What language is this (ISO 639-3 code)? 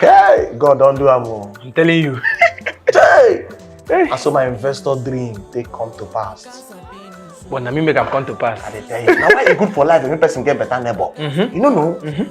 pcm